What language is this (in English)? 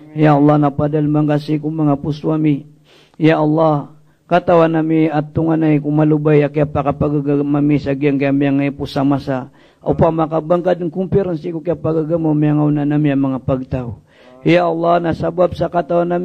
Maranao